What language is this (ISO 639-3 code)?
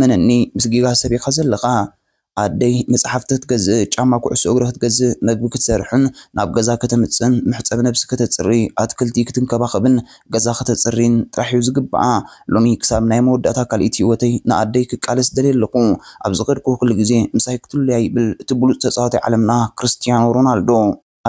tir